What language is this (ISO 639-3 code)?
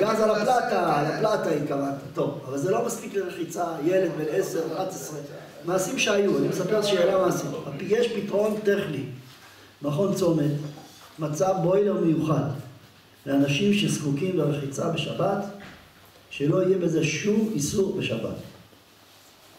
heb